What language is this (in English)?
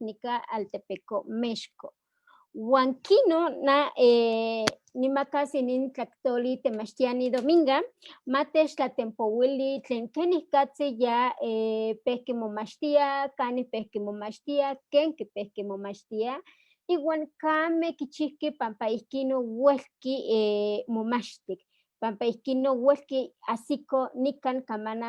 Eastern Huasteca Nahuatl